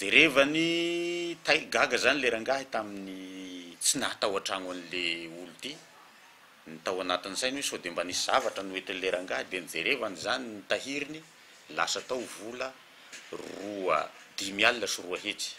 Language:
Malagasy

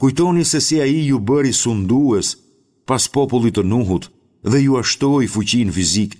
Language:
Albanian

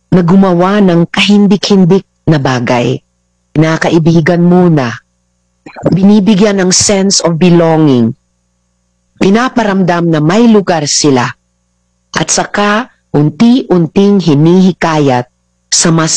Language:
Filipino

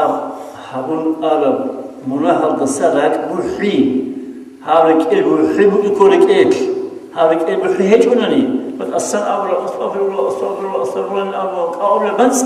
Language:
Avaric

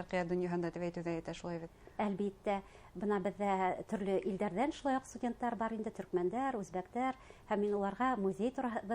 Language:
Bashkir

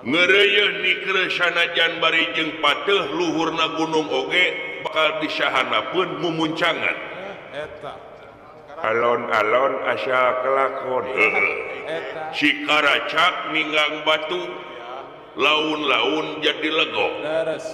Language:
Sundanese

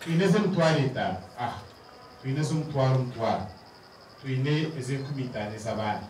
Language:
Nyankole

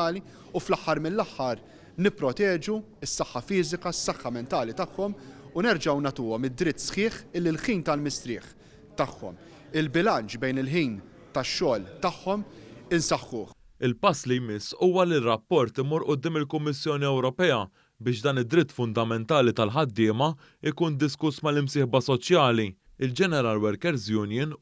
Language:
Maltese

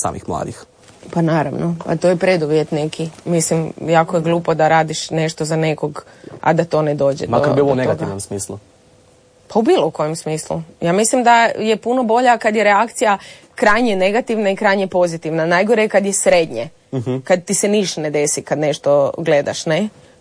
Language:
Croatian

